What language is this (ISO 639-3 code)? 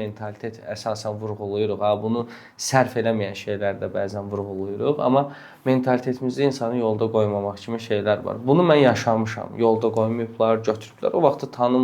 aze